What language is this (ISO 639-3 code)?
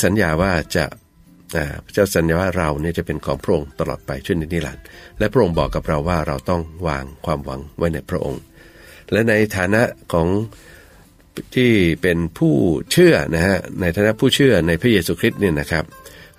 tha